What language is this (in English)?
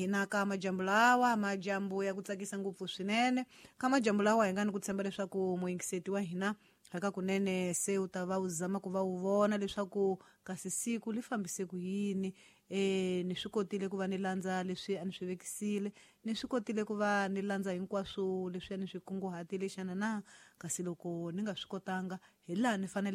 Tsonga